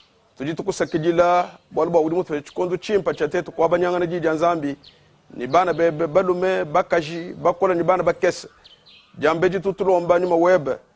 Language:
Luba-Lulua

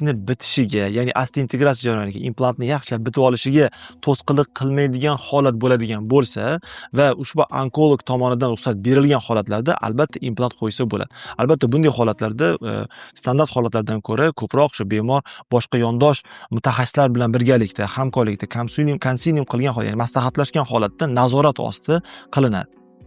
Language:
Uzbek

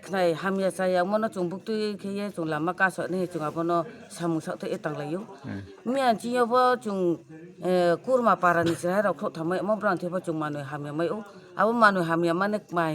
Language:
Riang (India)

